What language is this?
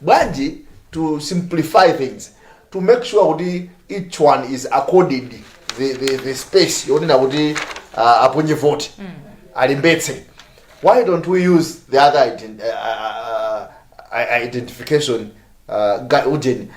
Nyanja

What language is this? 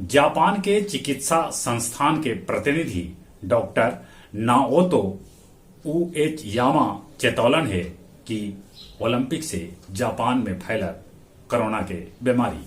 Magahi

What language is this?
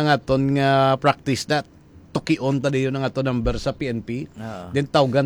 Hiligaynon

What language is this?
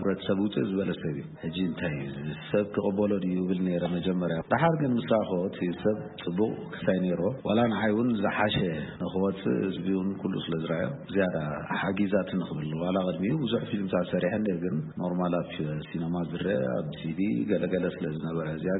Tigrinya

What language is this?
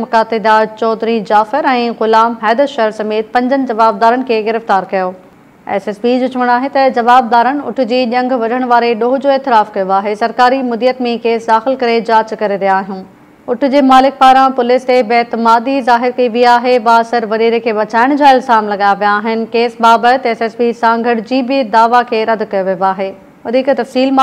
Sindhi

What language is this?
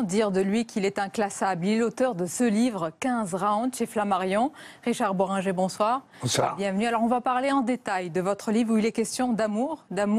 French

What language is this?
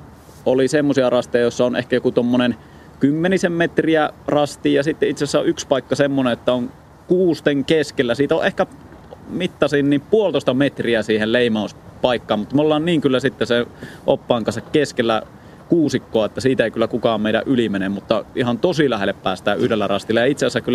Finnish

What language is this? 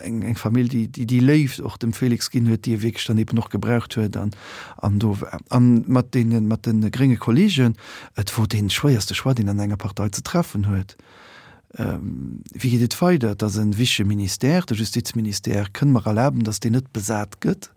Luxembourgish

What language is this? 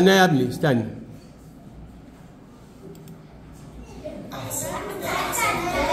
Arabic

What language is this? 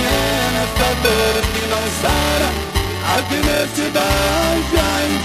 Portuguese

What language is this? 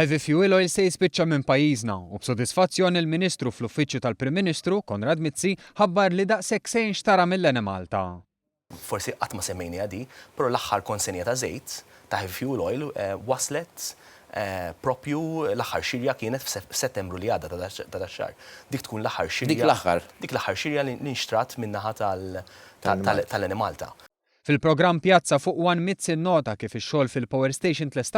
Maltese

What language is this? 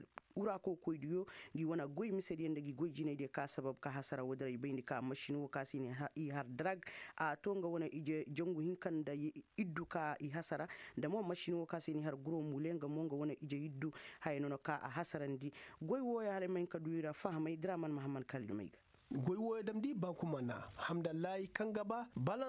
Koyraboro Senni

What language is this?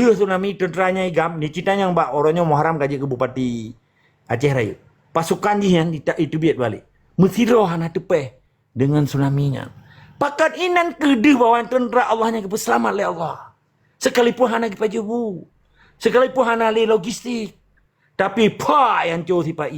Achinese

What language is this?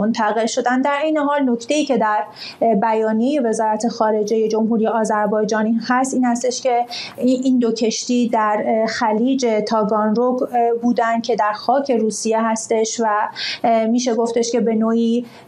Persian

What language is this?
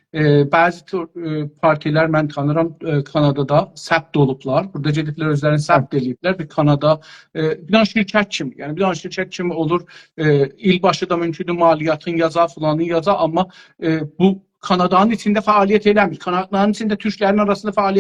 South Azerbaijani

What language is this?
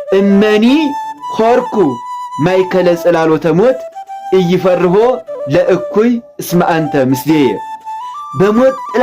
Amharic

